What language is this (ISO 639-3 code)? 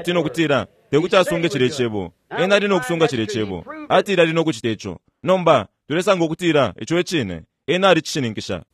bem